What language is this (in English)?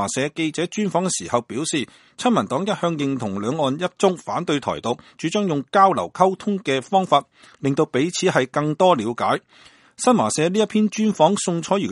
Cantonese